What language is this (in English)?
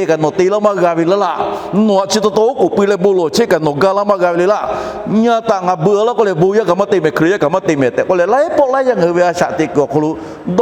Lahu